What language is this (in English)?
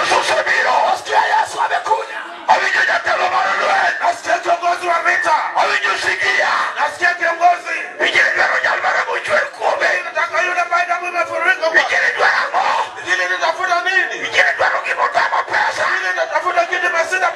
Luo (Kenya and Tanzania)